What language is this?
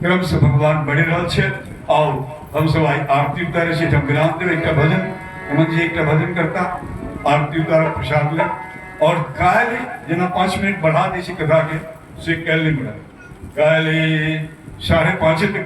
Maithili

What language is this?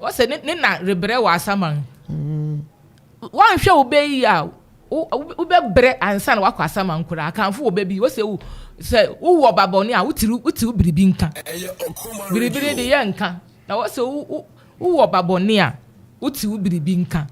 Akan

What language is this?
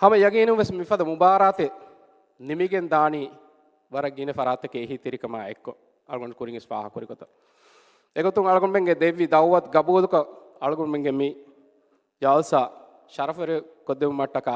Divehi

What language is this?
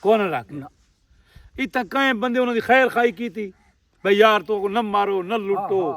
Saraiki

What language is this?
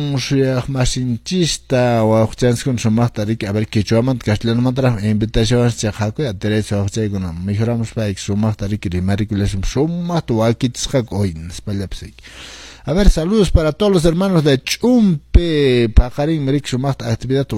Quechua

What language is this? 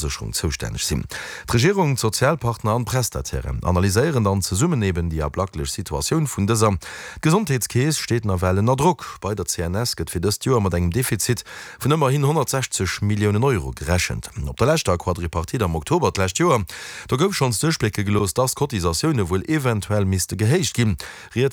Luxembourgish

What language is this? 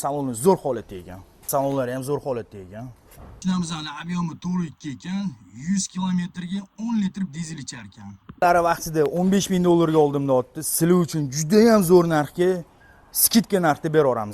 Uzbek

